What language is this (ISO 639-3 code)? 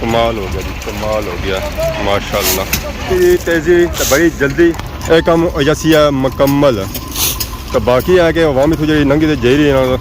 phr